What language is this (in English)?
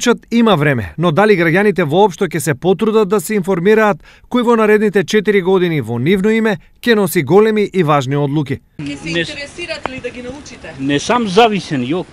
Macedonian